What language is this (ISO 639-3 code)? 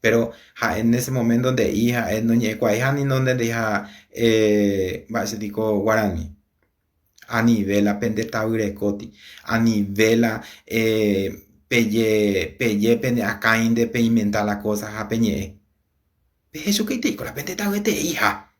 grn